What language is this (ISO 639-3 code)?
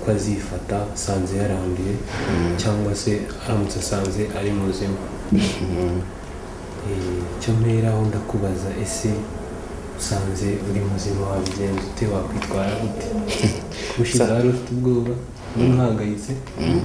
kin